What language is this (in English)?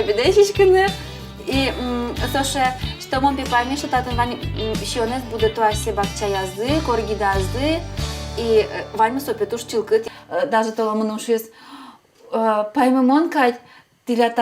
Udmurt